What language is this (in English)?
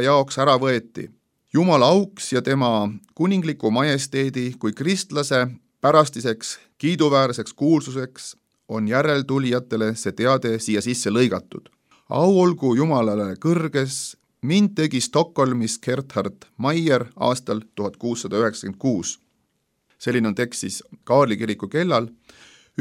Estonian